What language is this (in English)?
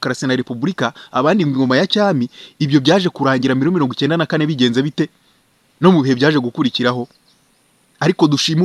Kinyarwanda